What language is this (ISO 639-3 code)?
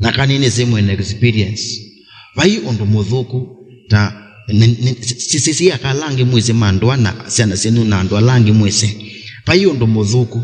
kam